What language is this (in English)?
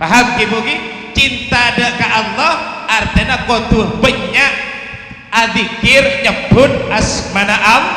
Madurese